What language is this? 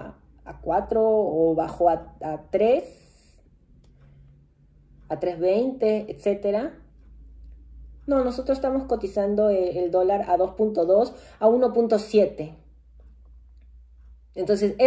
Spanish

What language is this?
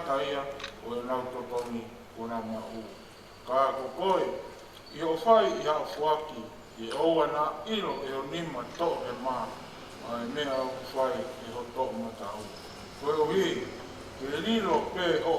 Tongan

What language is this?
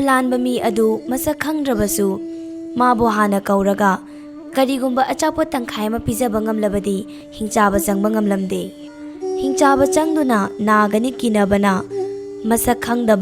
Manipuri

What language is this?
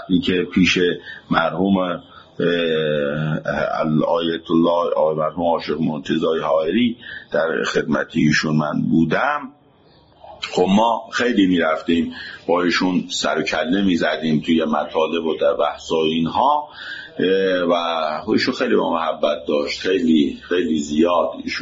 Persian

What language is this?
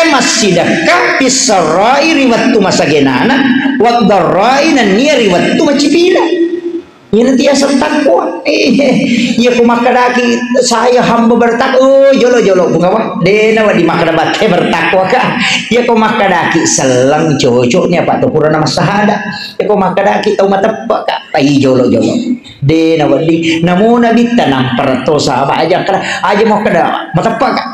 Buginese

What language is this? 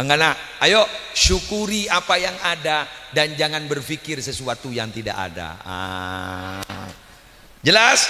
Madurese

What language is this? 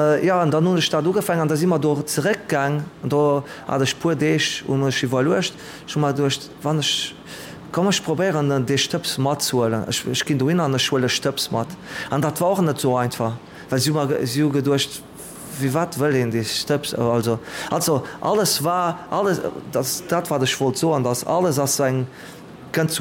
Luxembourgish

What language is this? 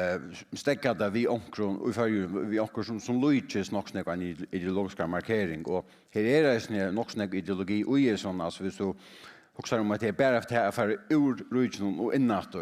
Faroese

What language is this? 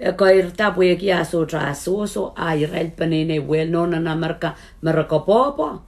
Pohnpeian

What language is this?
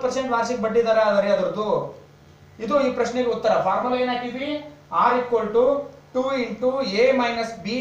Kannada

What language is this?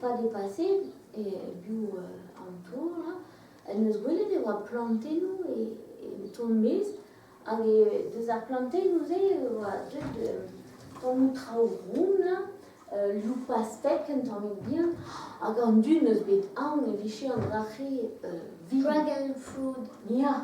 Breton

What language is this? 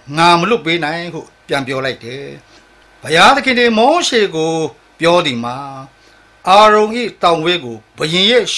Burmese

